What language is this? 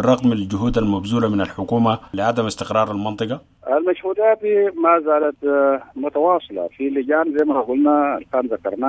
Sudanese Arabic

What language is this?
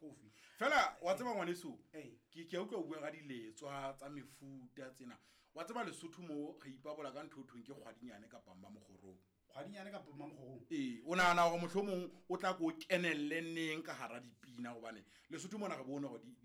Southern Sotho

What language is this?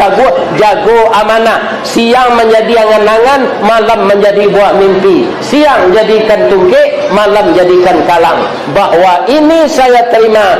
Minangkabau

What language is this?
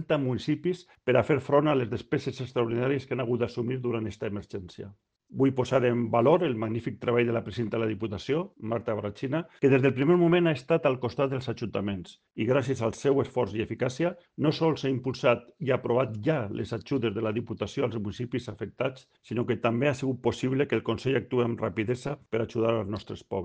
Catalan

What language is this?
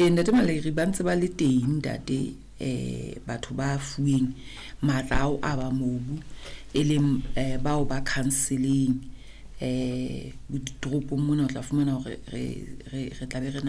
Southern Sotho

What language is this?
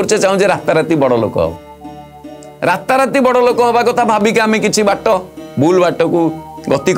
Odia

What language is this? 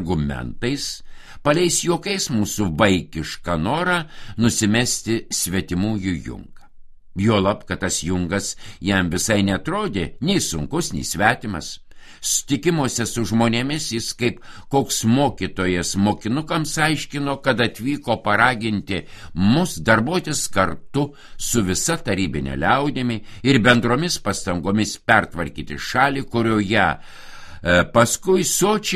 Lithuanian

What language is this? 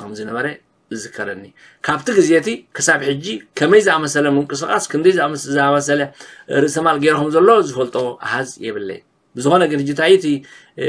Tigrinya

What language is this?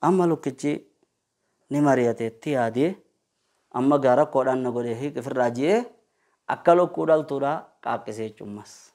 Oromo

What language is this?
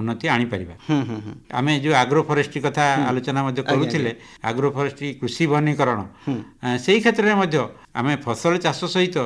Odia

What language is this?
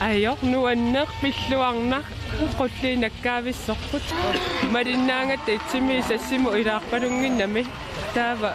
Kalaallisut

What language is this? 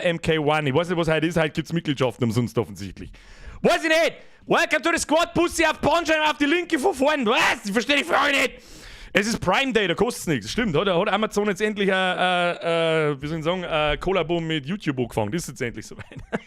Bavarian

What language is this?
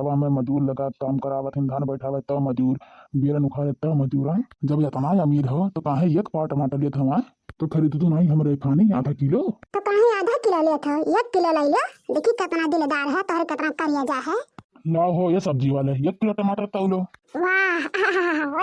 Awadhi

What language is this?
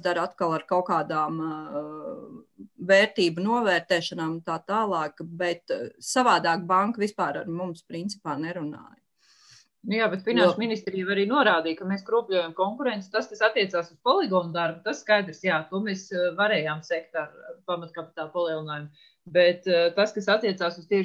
Latvian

